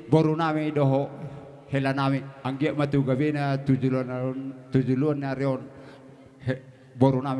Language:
Batak Toba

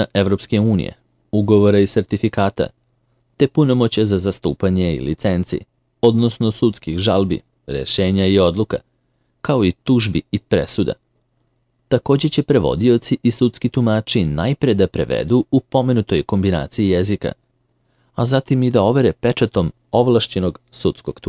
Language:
Serbian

